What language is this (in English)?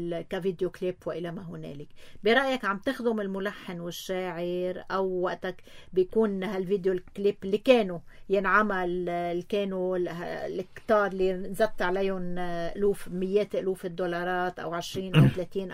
North Levantine Arabic